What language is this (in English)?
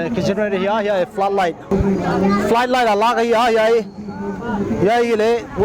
Paite Chin